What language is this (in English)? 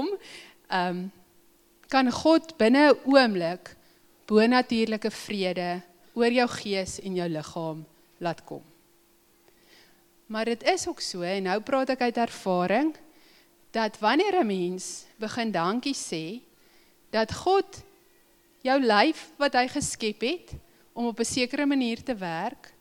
Afrikaans